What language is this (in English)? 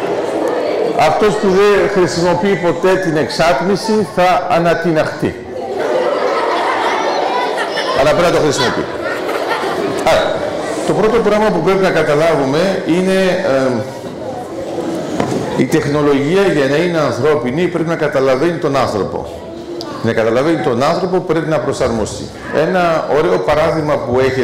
Greek